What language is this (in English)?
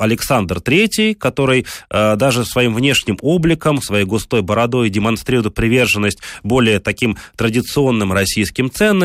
Russian